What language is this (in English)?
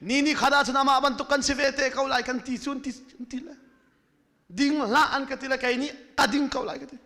Hakha Chin